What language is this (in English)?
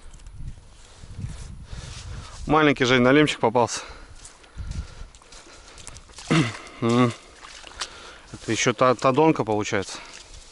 Russian